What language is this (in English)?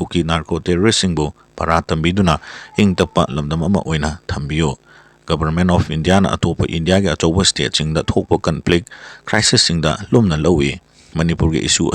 Manipuri